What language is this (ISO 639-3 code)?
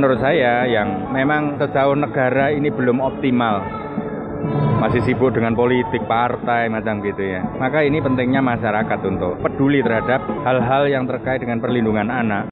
ind